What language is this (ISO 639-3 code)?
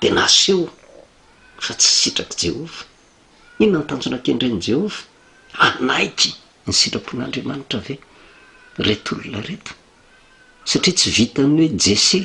mlg